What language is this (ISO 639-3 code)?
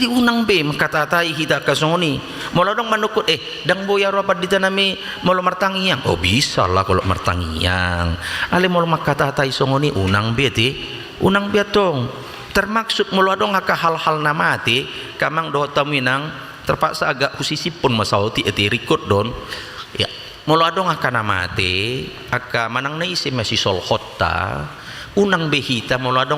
bbc